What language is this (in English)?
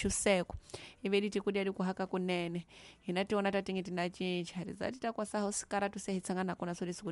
Tsonga